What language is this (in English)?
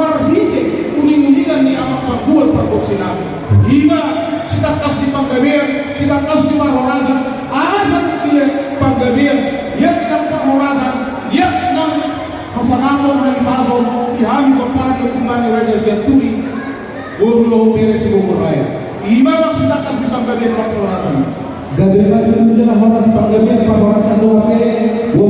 Batak Toba